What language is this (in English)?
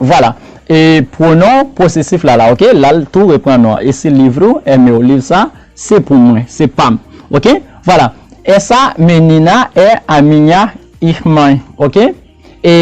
Haitian Creole